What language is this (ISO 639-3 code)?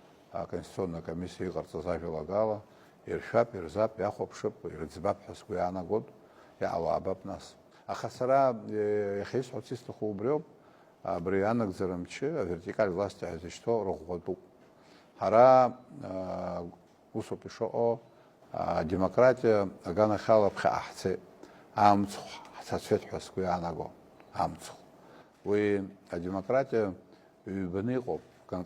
abk